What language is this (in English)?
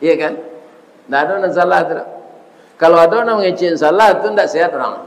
Minangkabau